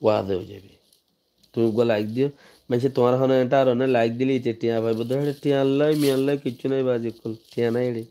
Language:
Rohingya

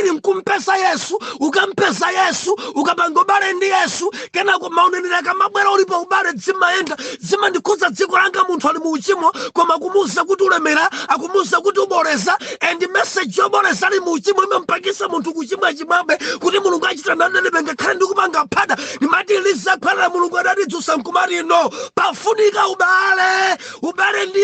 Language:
Nyanja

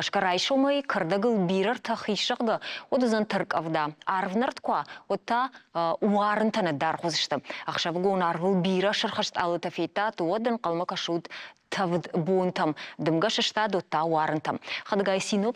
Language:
Ossetic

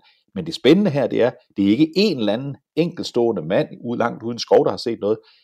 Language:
Danish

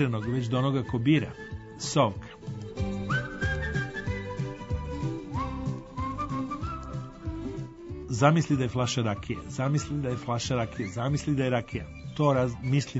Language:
Serbian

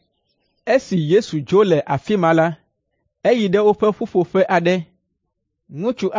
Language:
Ewe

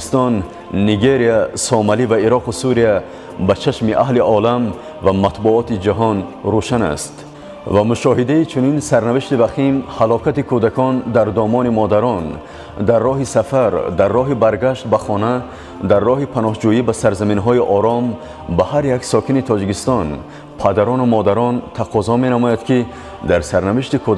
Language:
Tajik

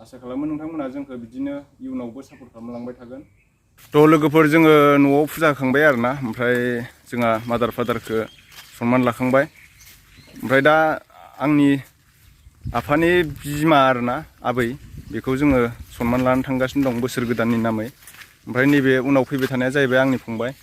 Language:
Bodo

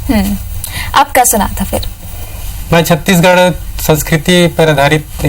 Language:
Chhattisgarhi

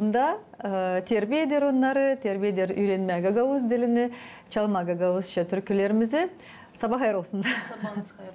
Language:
Gagauz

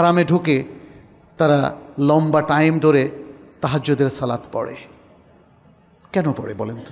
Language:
Bangla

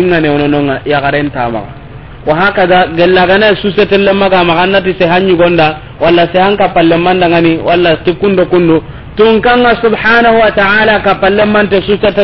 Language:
Soninke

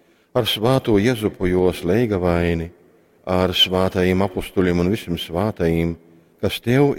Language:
Latgalian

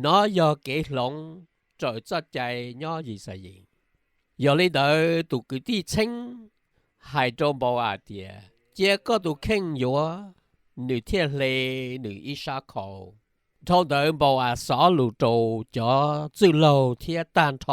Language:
Hmong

